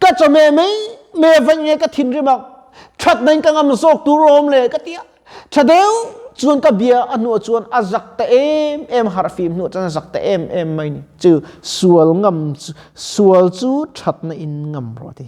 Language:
Mizo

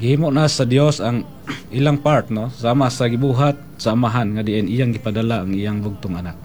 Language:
Cebuano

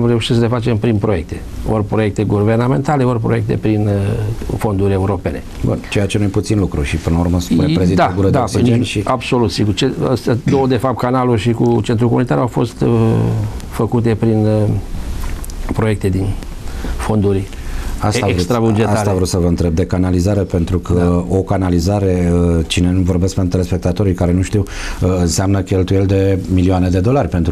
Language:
Romanian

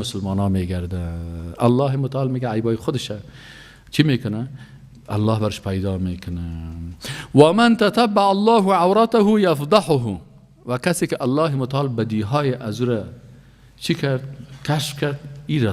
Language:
Persian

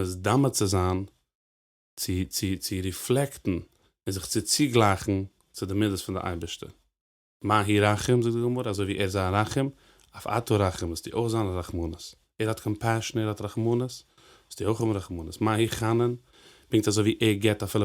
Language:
Yiddish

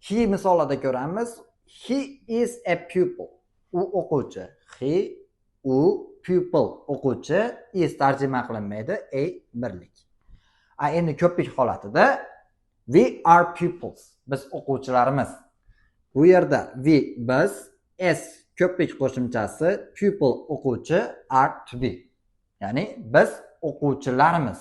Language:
Uzbek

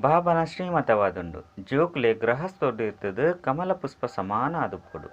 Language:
Tulu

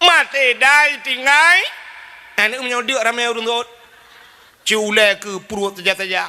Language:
Achinese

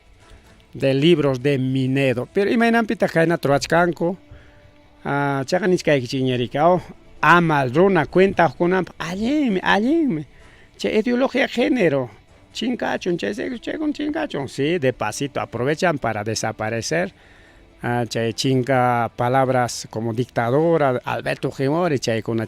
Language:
Ayacucho Quechua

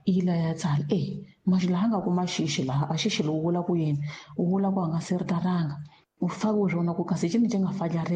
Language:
Tsonga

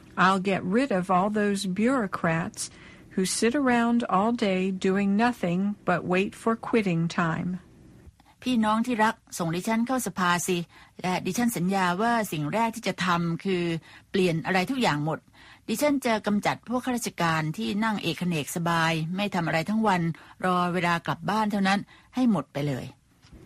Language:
Thai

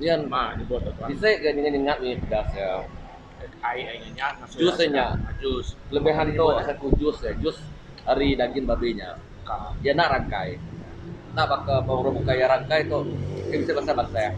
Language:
Iban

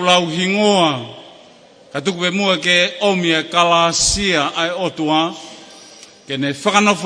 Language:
Tongan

